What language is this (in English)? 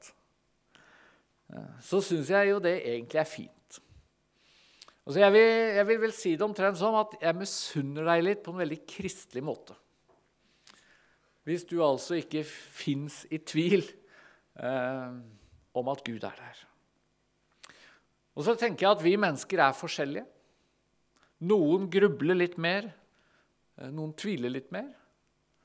Norwegian